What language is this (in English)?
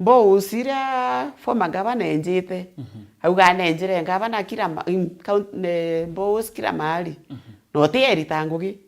Meru